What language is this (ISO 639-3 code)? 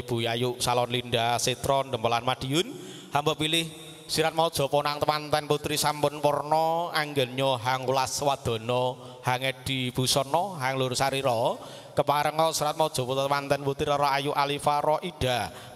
jav